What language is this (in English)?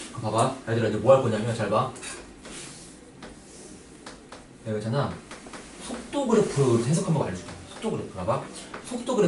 Korean